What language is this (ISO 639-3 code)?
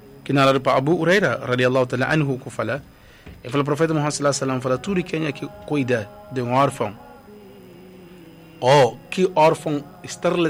por